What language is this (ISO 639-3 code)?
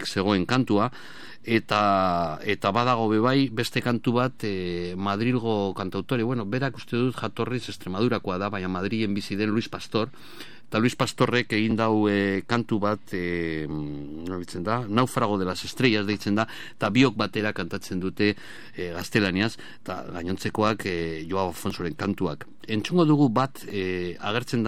eus